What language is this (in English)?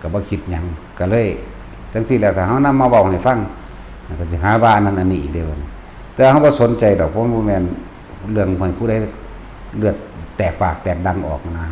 Northeastern Thai